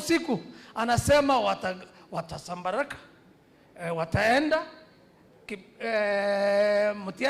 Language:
Swahili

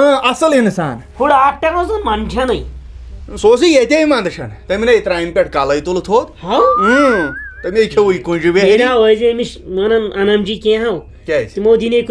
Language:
Kashmiri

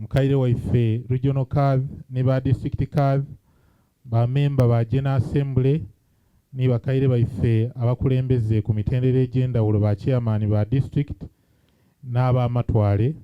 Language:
Soga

